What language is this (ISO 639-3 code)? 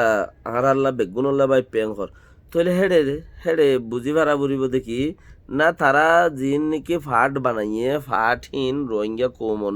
rhg